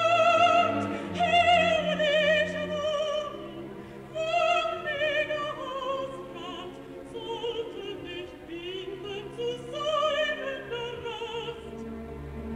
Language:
German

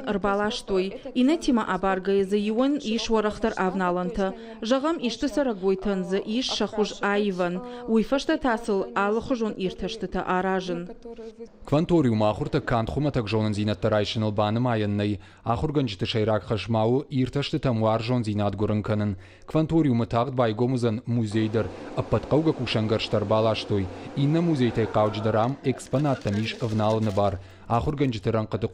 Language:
Ossetic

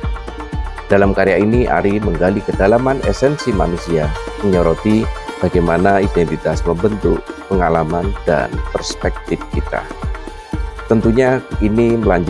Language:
Indonesian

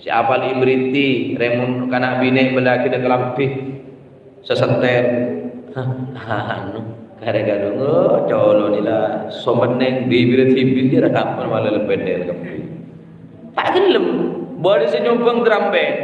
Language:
Madurese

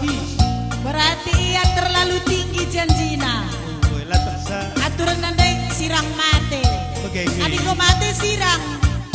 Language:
Batak Karo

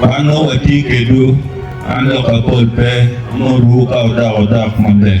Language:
Acoli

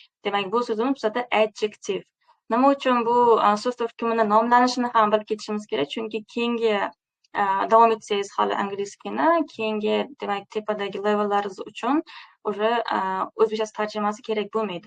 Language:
Uzbek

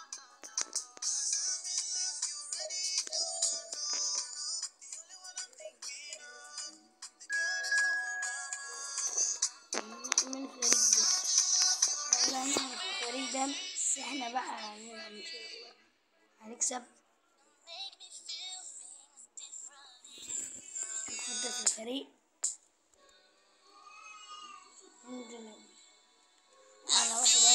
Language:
Egyptian Arabic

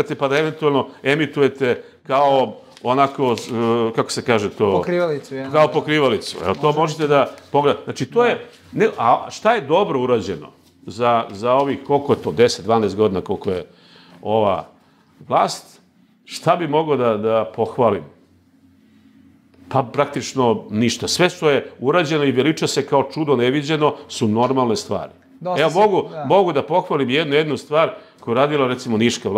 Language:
Serbian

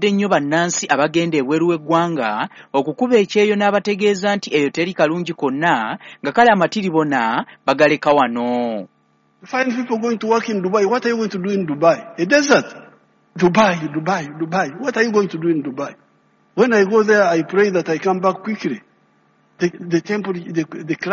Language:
Ganda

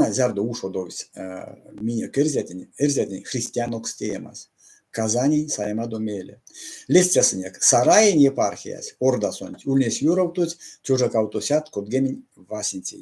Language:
Erzya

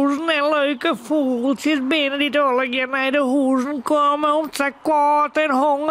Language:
Western Frisian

